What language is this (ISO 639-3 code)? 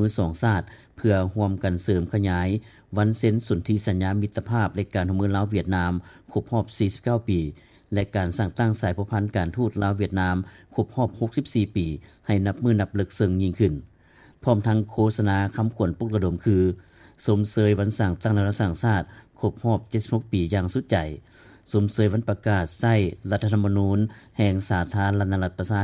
lao